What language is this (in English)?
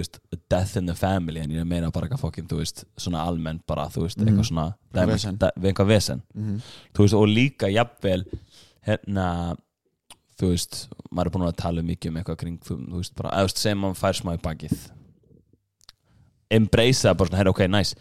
Icelandic